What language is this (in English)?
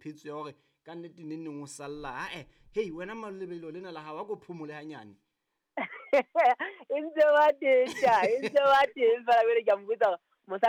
Southern Sotho